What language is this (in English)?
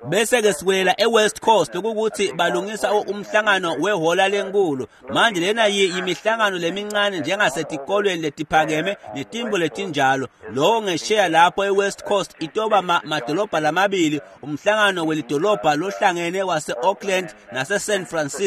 Swati